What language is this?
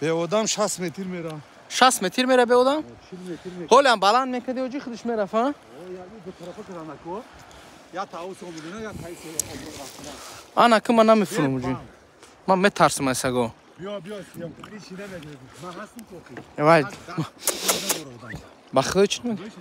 Tajik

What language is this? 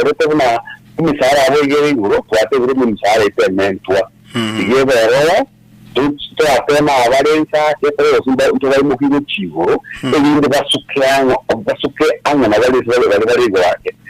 Gusii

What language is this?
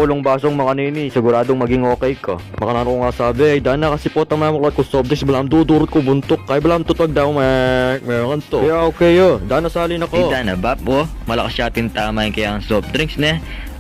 Pampanga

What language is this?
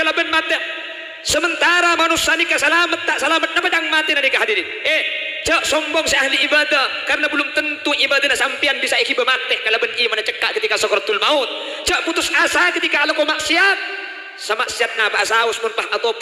Madurese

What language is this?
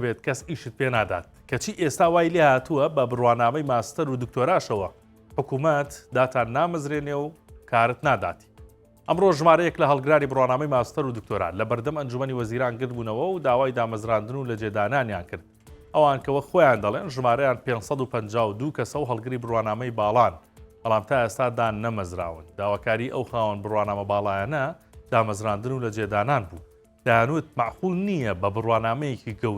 Central Kurdish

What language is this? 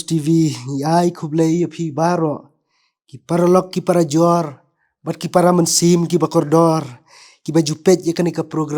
Khasi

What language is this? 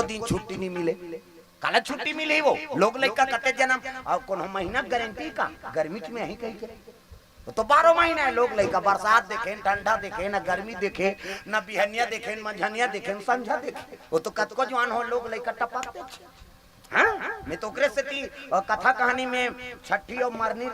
Chhattisgarhi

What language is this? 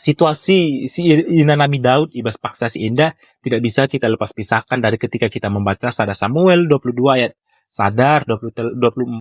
Batak Karo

